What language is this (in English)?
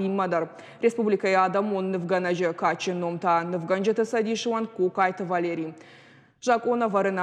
Ossetic